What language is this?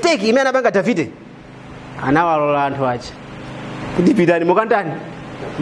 Nyanja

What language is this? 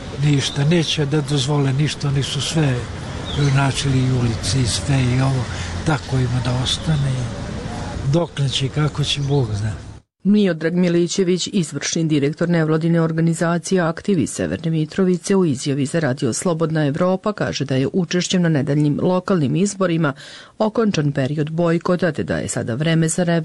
Serbian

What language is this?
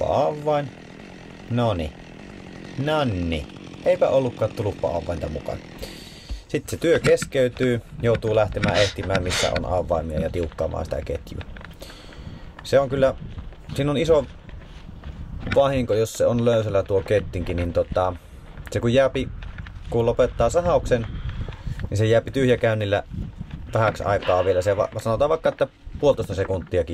Finnish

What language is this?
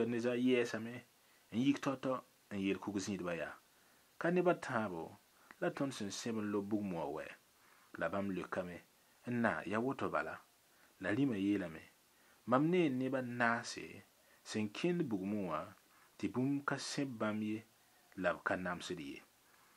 Mossi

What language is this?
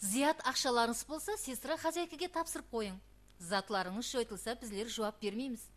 Kara-Kalpak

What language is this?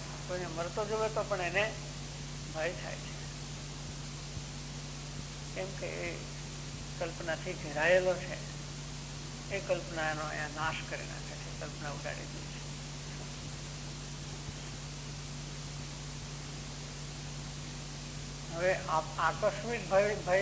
Gujarati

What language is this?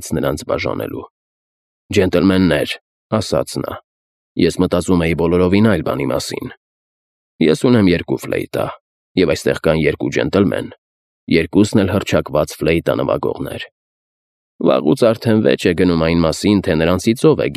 Armenian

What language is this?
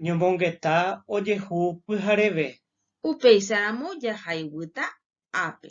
Guarani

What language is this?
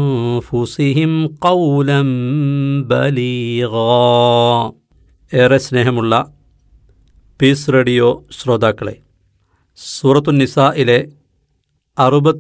Malayalam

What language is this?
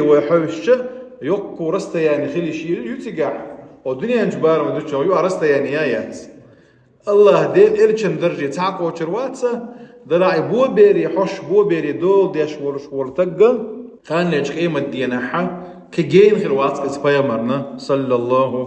Chechen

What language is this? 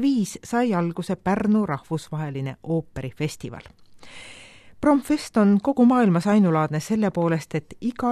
Estonian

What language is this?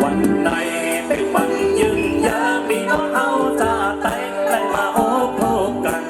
Shan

